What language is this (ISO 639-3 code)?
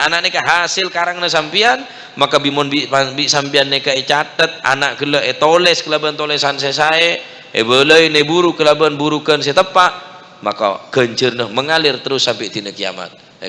mad